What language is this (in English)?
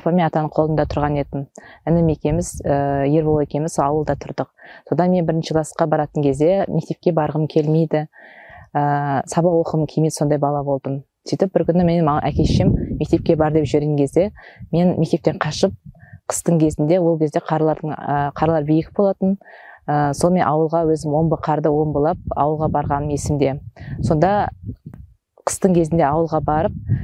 Kazakh